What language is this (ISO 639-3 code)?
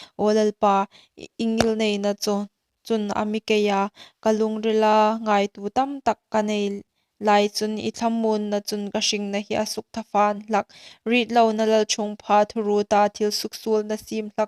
hmr